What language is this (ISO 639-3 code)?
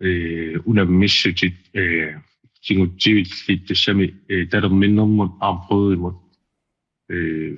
kal